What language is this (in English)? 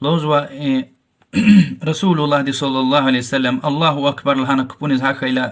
Lezghian